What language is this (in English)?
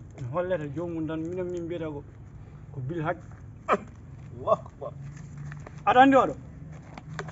Fula